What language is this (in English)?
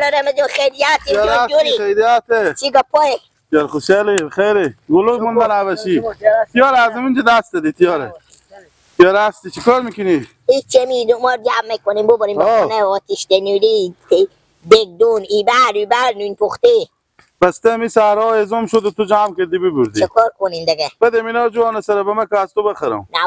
Hazaragi